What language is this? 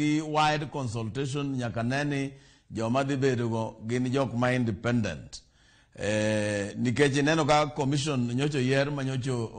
Luo (Kenya and Tanzania)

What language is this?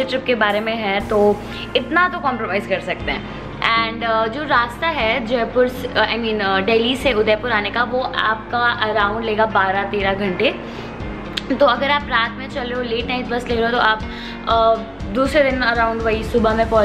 Hindi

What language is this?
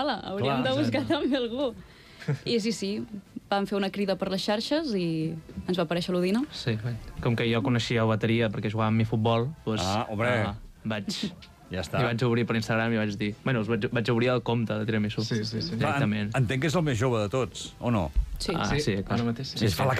Catalan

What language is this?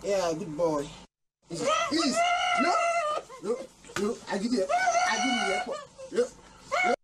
Nigerian Pidgin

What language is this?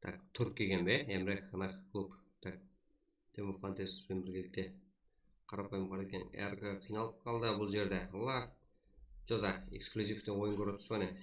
Kara-Kalpak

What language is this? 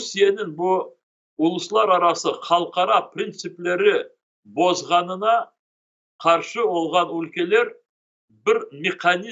Crimean Tatar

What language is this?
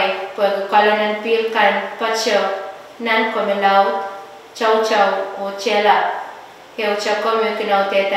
Pohnpeian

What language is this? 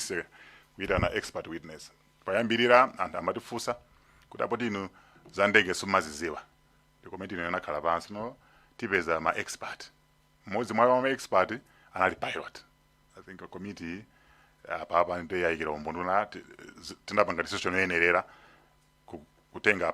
Nyanja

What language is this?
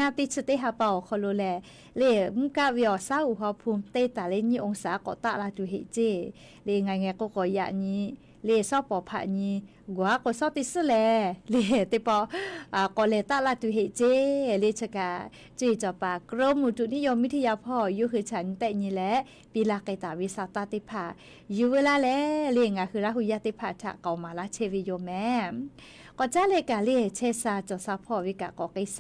Lahu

